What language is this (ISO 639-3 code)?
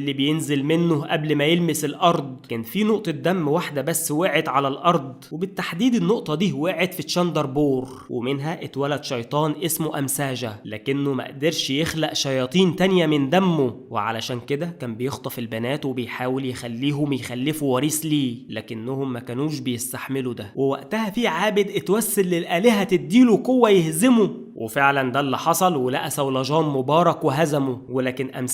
arz